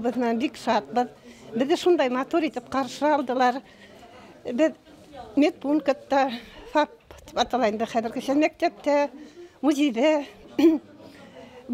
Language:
Bashkir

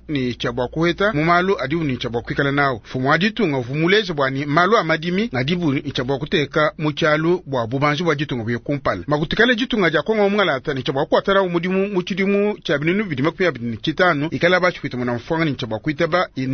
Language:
Luba-Lulua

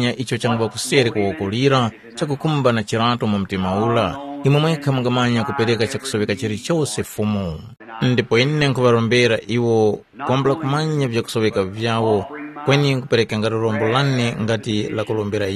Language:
Tumbuka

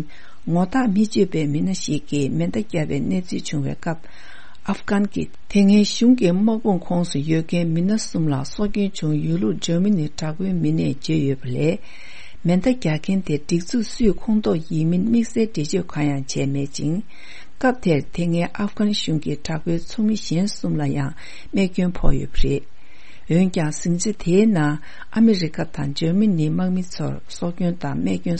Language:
Tibetan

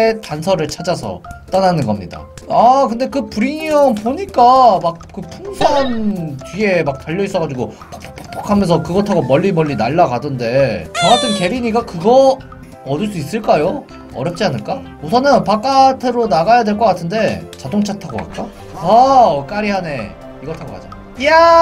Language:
Korean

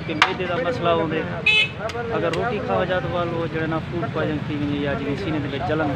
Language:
Saraiki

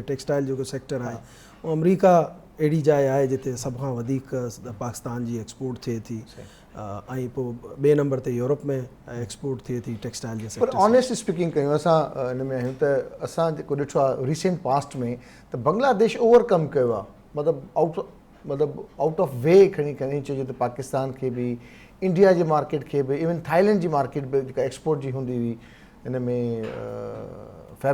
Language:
Sindhi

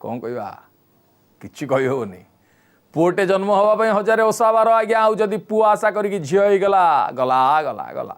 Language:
Odia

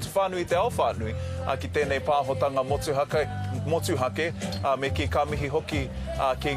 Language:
Māori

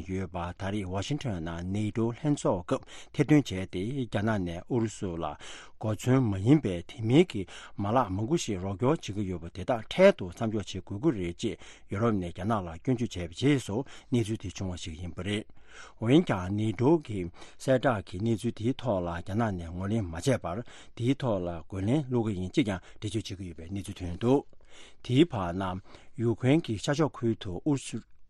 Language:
Tibetan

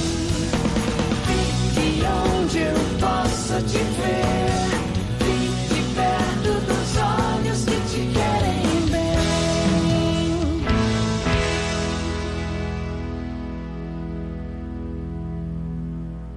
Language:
Portuguese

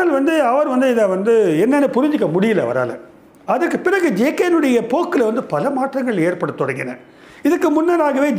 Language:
Tamil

